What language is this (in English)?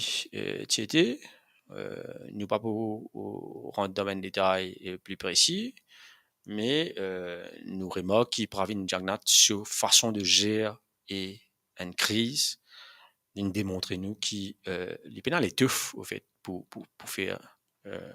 Morisyen